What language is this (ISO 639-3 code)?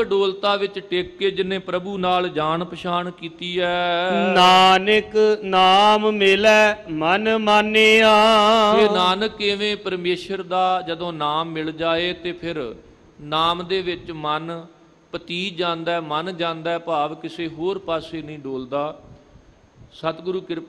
pan